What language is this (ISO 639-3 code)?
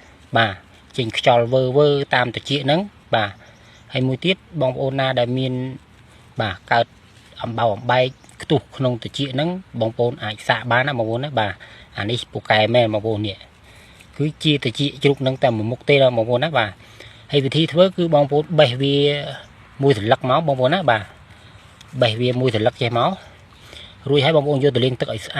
khm